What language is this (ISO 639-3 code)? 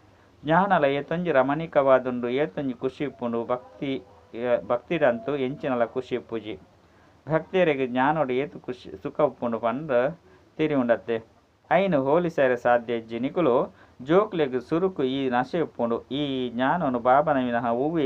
tcy